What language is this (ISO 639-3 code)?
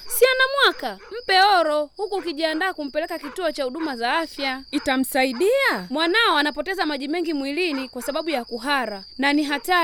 swa